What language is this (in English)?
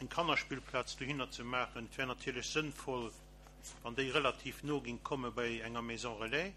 Luxembourgish